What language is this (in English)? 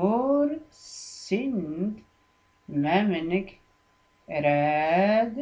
Tachelhit